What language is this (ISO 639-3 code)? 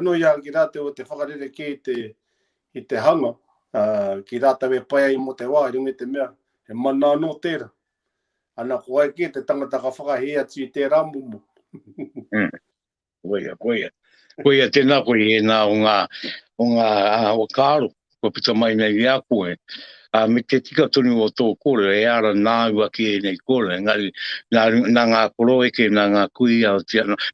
mri